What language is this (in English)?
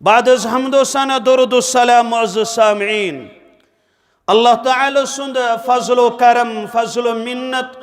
Kashmiri